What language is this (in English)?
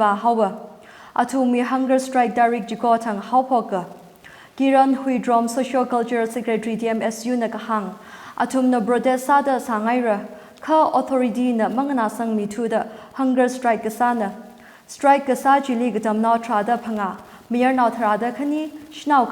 Tangkhul Naga (India)